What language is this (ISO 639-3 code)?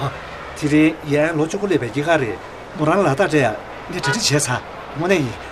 bod